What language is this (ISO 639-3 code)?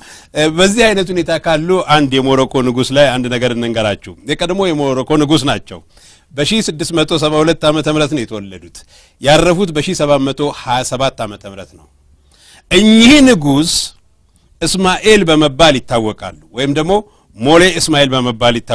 amh